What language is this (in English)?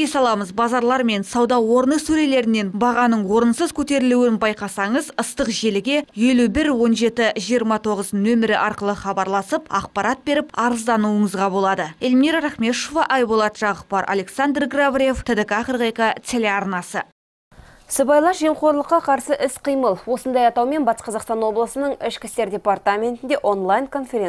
Kazakh